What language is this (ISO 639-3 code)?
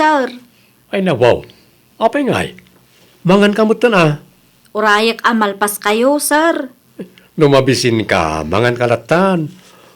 ilo